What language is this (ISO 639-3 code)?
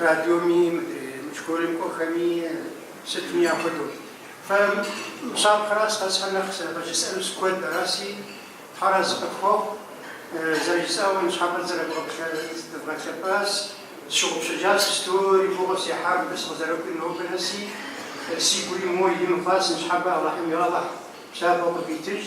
kbd